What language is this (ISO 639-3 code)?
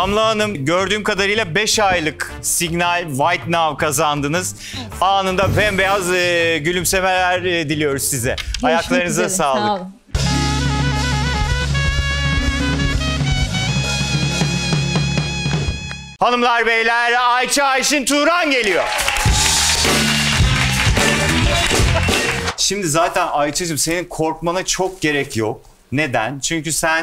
tur